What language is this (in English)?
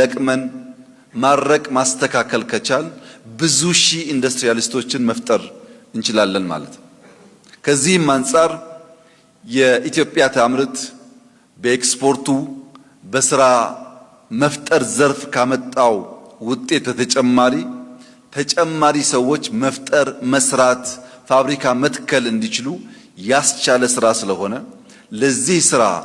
Amharic